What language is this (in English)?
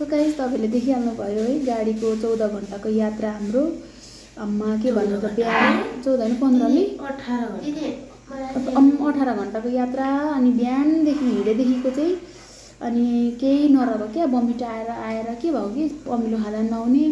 Nepali